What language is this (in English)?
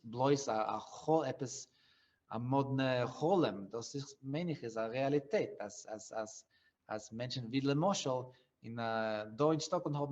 Yiddish